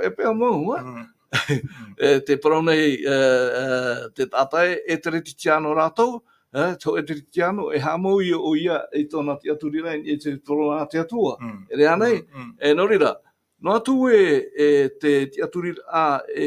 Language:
Tahitian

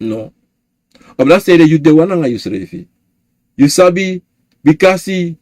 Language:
Sranan Tongo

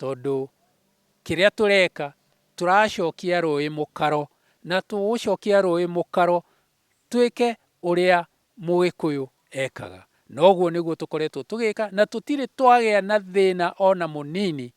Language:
Kikuyu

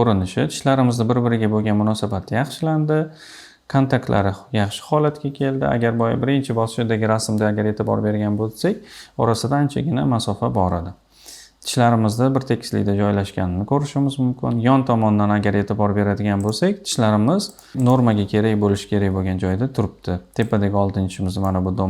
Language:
Uzbek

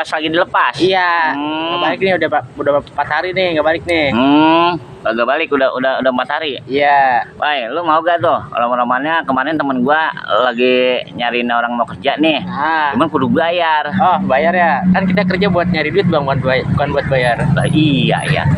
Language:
Betawi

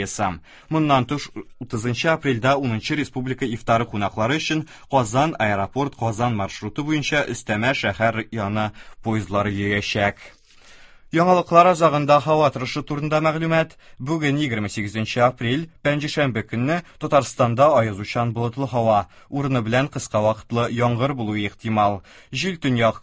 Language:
Tatar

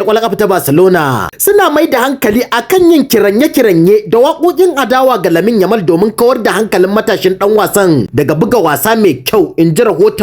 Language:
Hausa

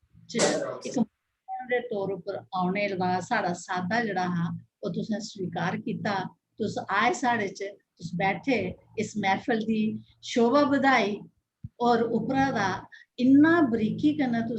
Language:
Dogri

